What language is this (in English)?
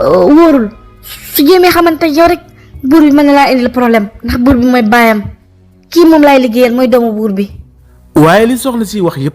Wolof